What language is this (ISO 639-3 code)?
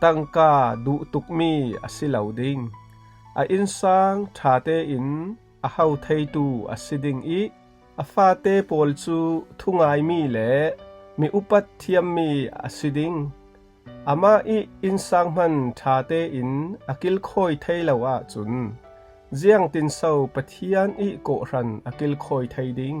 cfm